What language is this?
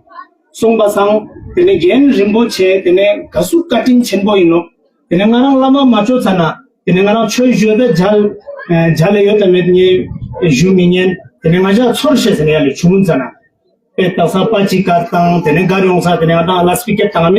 Ladakhi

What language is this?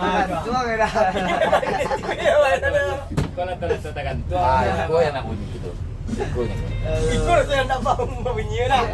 Minangkabau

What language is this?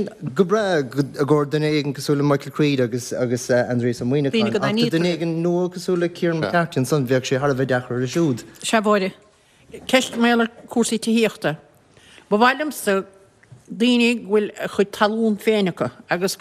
Irish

